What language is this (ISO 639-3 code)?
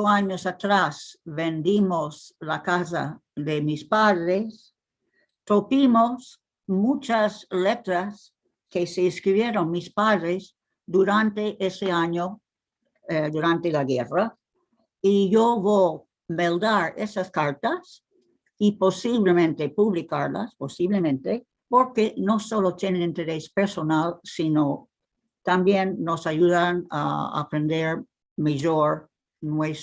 lad